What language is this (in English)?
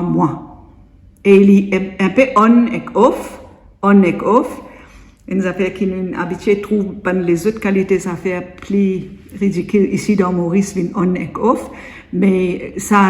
Morisyen